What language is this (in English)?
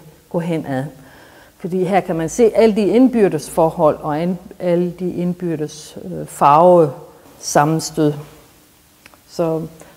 Danish